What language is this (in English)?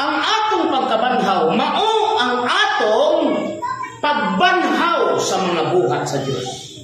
Cebuano